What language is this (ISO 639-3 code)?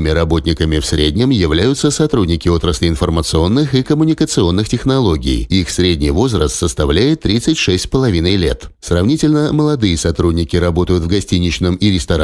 rus